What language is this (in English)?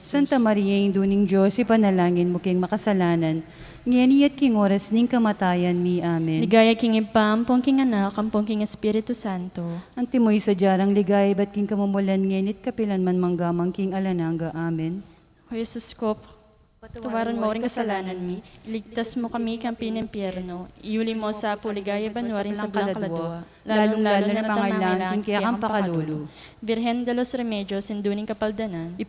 Pampanga